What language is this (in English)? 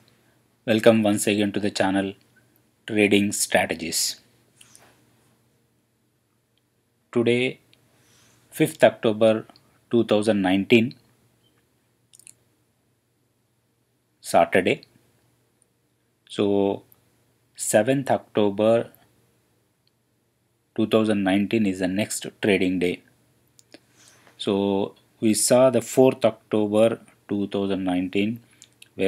English